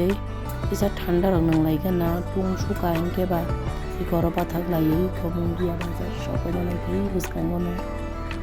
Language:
Kok Borok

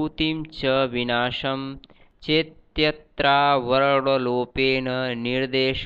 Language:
Sanskrit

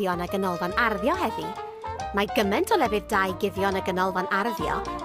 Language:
Welsh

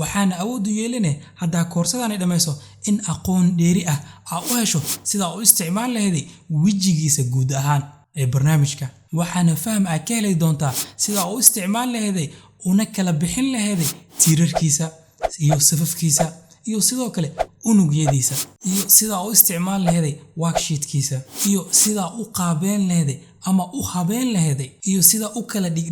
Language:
Somali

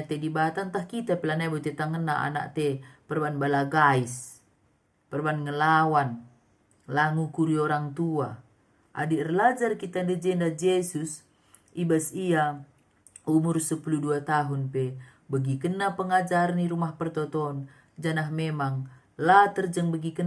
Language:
Batak Karo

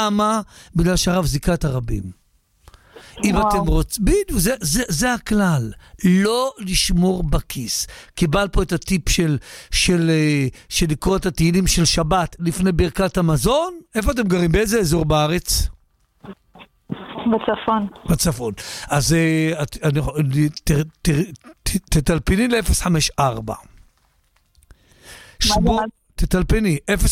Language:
Hebrew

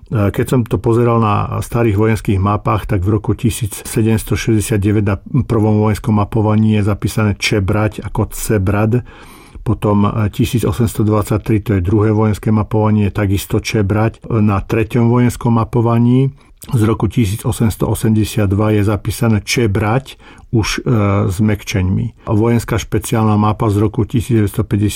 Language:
Slovak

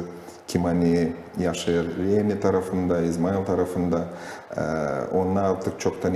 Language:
Gagauz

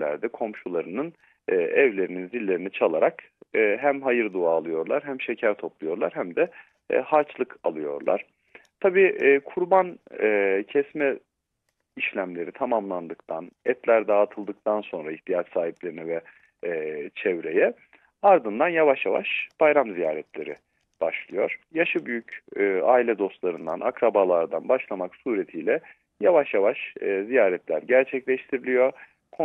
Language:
Turkish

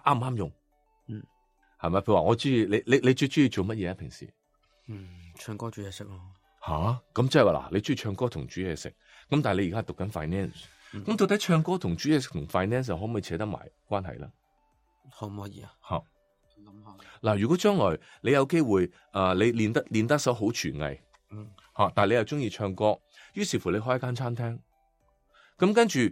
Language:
Cantonese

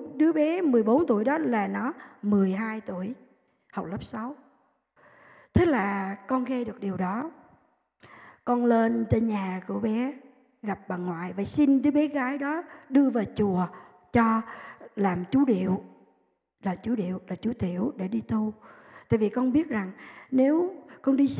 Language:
Vietnamese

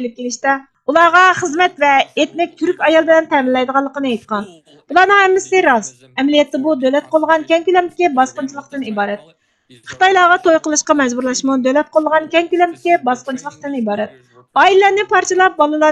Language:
Uyghur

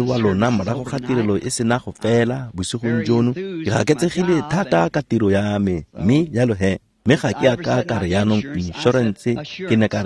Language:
Tswana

